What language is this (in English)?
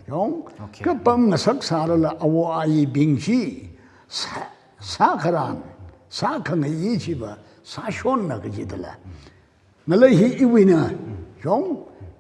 Tangkhul Naga (India)